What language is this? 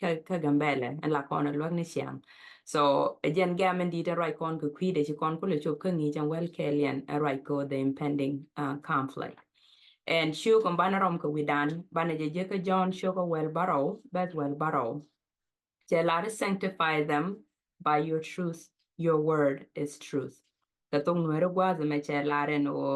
Nuer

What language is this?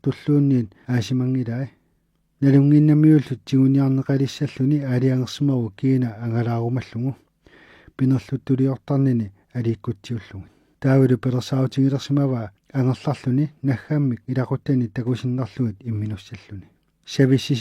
Kalaallisut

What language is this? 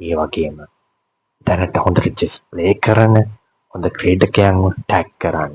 Sinhala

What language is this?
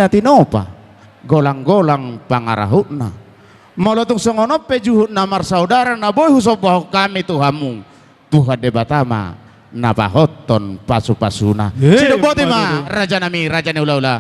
Batak Toba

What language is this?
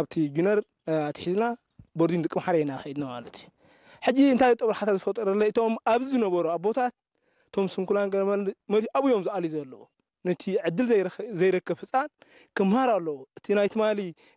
Tigrinya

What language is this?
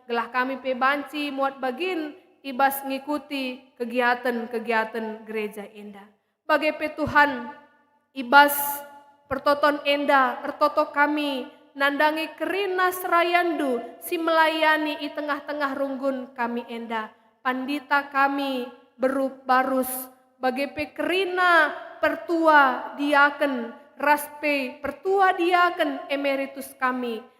Batak Karo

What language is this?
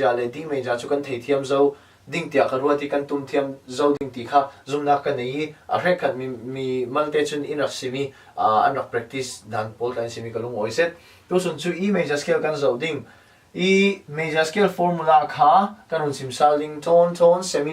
Falam Chin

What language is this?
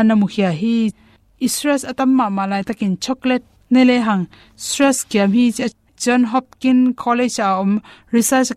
Tedim Chin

